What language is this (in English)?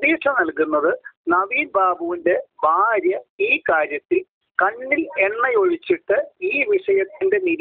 Malayalam